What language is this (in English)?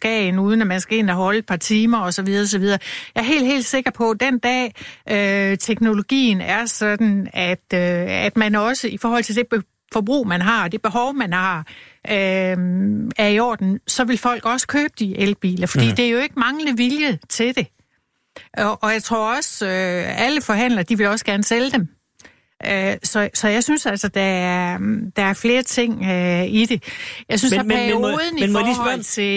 Danish